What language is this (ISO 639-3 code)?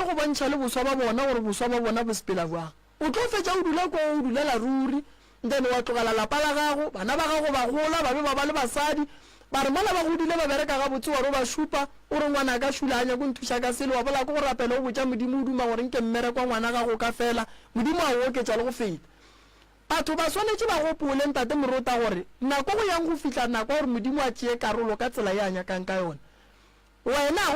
nso